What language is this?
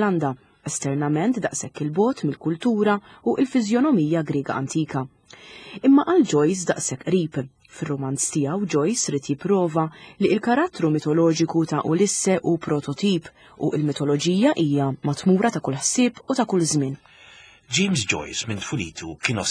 Maltese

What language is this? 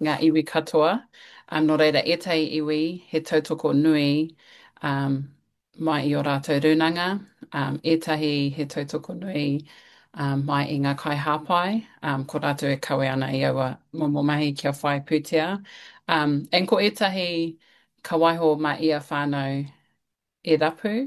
Māori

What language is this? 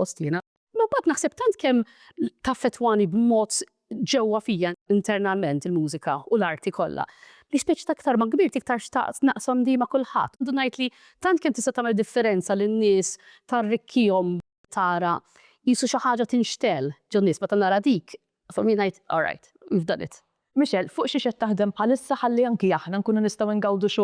Maltese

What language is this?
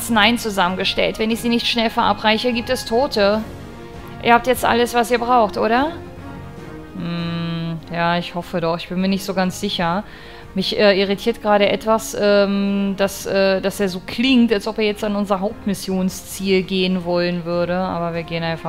German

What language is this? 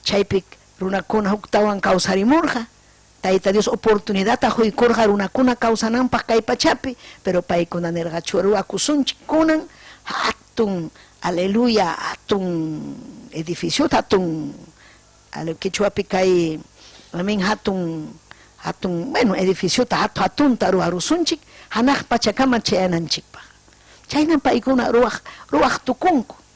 Ayacucho Quechua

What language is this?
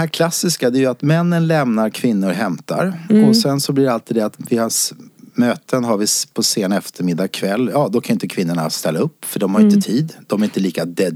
Swedish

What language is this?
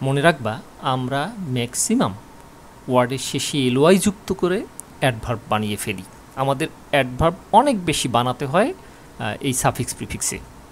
Bangla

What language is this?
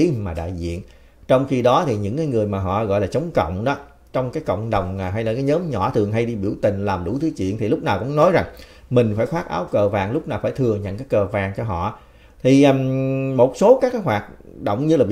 Vietnamese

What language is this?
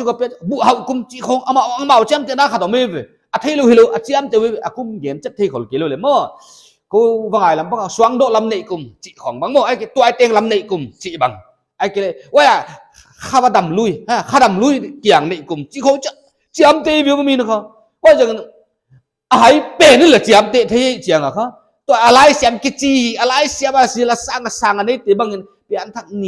Paite Chin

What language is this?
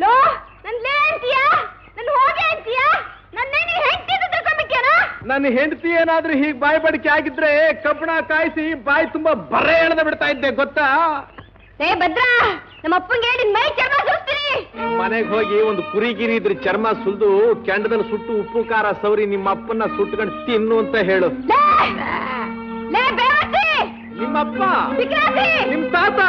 Kannada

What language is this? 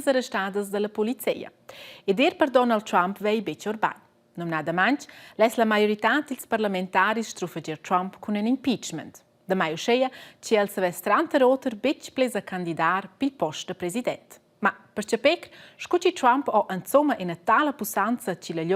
Romansh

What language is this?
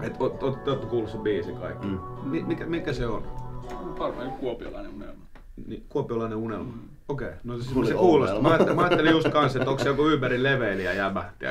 Finnish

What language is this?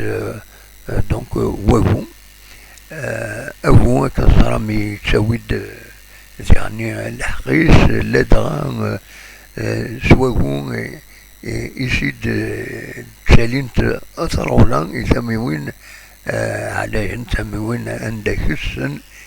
Kabyle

